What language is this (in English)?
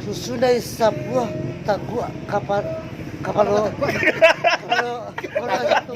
Minangkabau